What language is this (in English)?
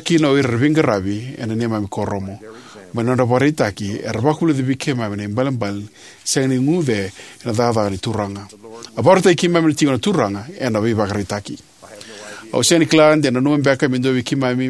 Fijian